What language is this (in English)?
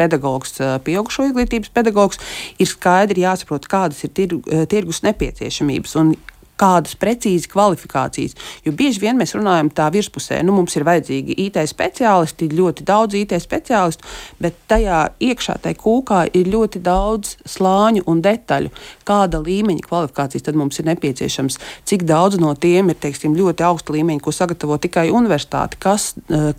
Latvian